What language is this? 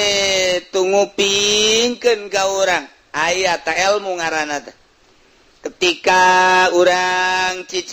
Sundanese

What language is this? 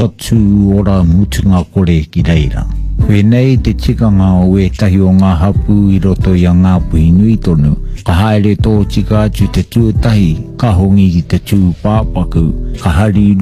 Māori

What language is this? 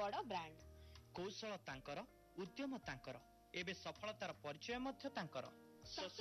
Odia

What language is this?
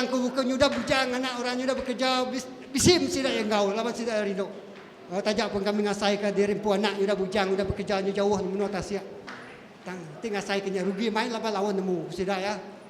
Iban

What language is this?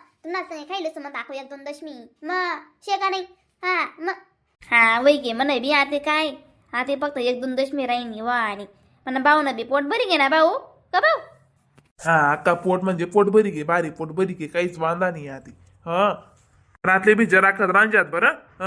Khandesi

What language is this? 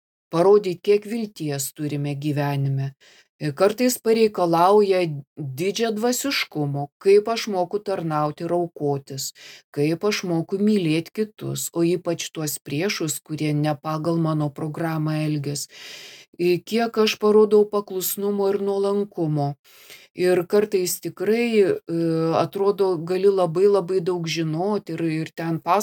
Lithuanian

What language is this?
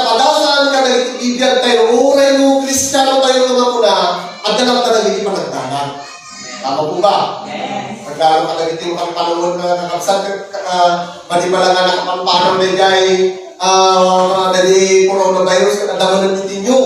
Iloko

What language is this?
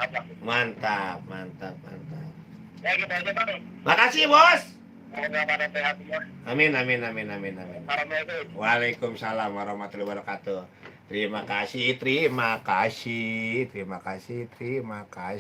Betawi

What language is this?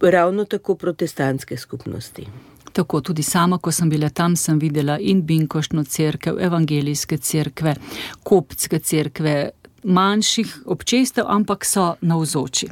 Slovenian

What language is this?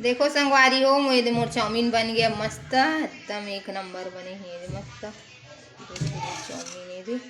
Chhattisgarhi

